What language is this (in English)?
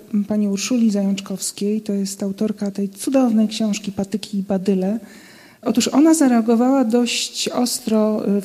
Polish